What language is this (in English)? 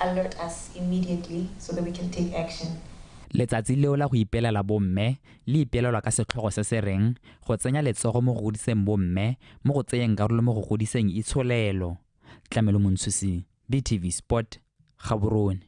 Tswana